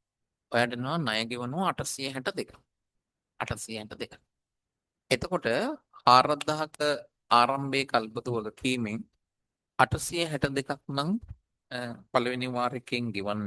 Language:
Sinhala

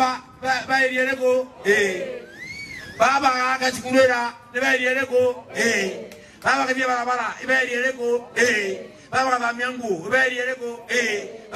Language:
Meru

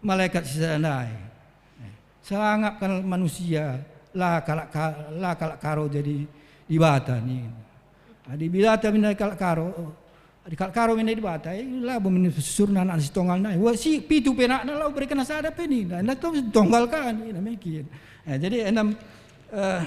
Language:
Batak Karo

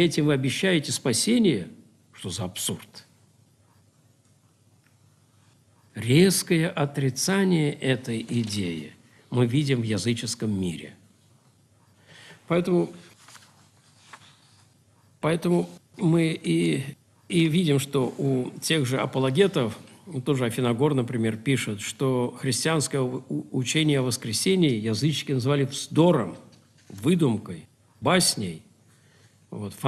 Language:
Russian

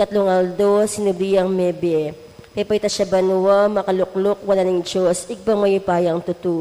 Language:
Pampanga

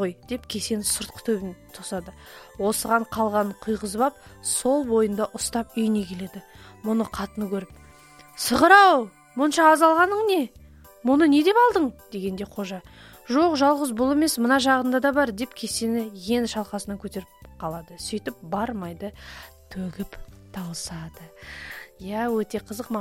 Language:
Kazakh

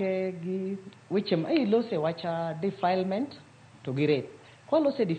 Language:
Luo (Kenya and Tanzania)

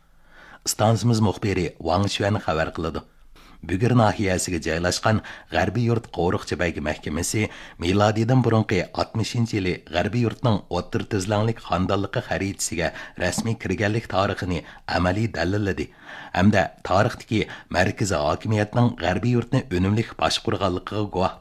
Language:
Uyghur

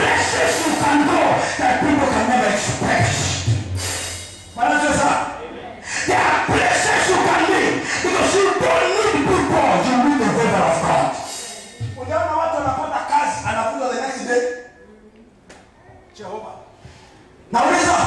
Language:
Swahili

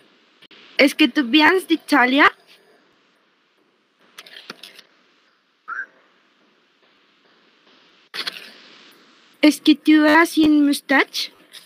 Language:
French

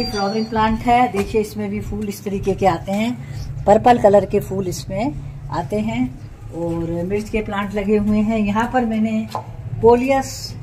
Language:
Hindi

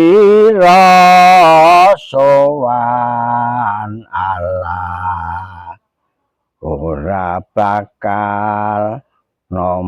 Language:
Javanese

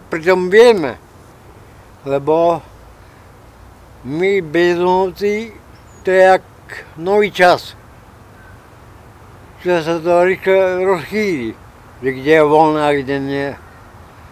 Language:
Slovak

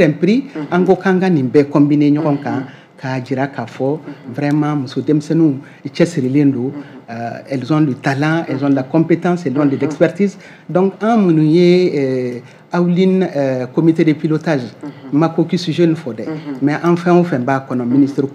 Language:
Bambara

